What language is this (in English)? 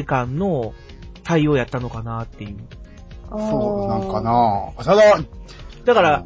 Japanese